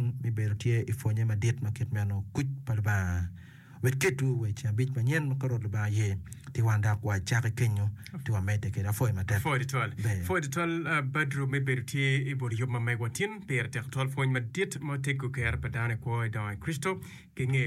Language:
Acoli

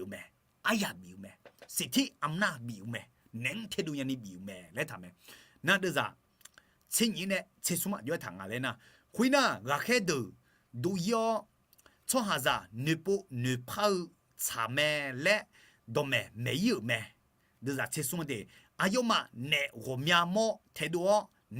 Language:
Akha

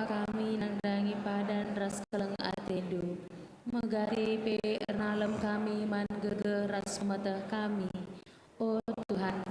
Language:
Batak Karo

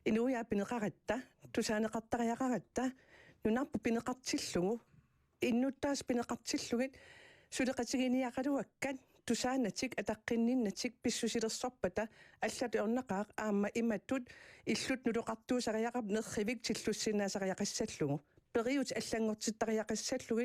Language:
Kalaallisut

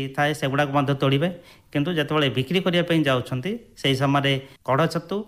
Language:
Odia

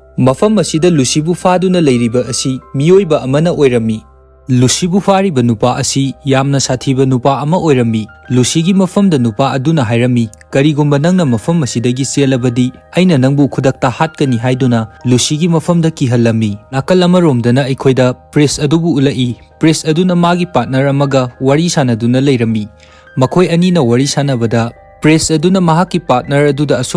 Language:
Manipuri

